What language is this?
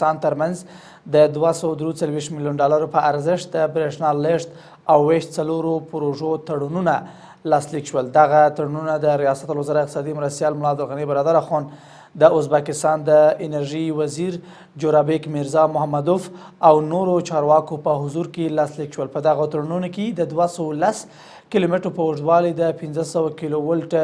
Pashto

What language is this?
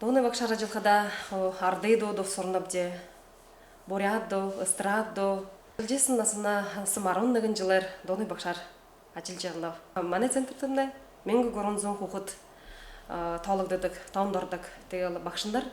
Buriat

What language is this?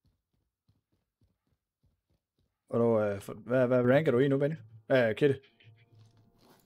Danish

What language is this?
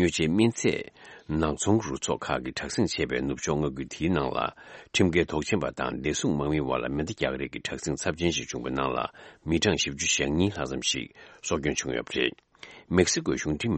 Tibetan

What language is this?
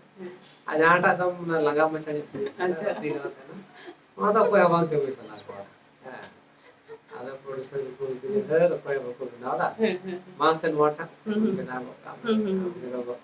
Santali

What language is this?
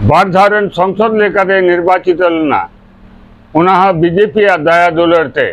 Santali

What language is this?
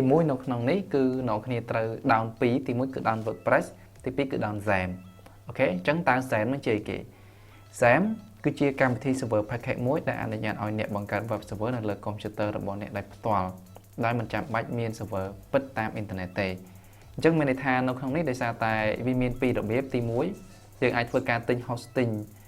Khmer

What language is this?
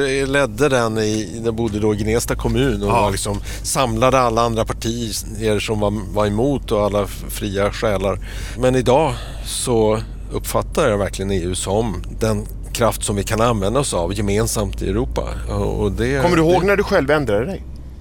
Swedish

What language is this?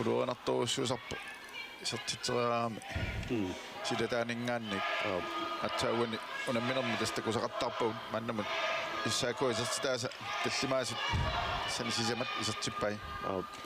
Kalaallisut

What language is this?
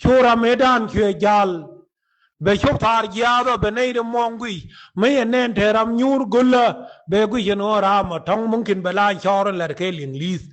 Nuer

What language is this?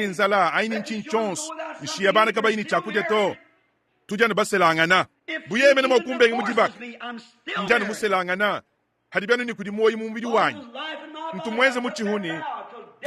Luba-Lulua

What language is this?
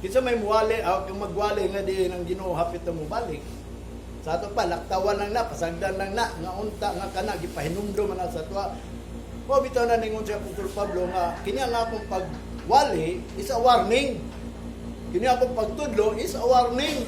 Cebuano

